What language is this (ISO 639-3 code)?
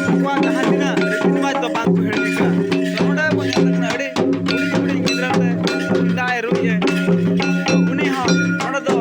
sat